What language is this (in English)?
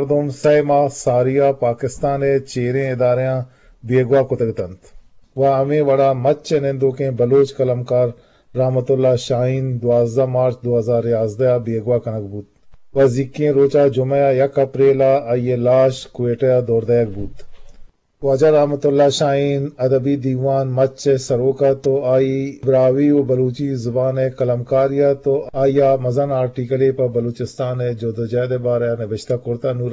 Eastern Balochi